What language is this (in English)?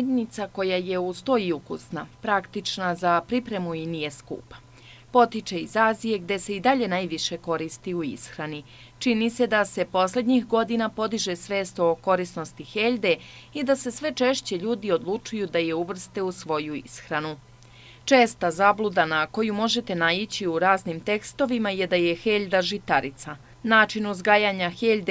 Serbian